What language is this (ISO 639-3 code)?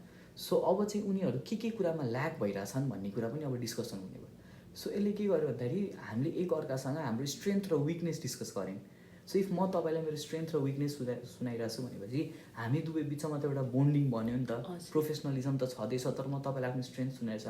nep